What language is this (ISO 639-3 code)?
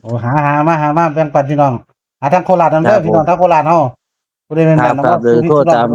tts